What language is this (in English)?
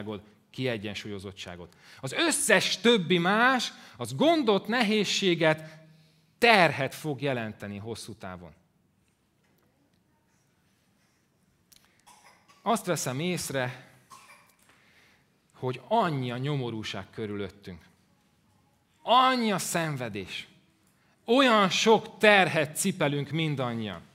Hungarian